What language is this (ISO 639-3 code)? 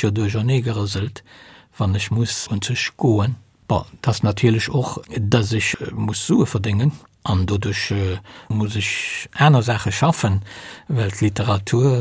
ltz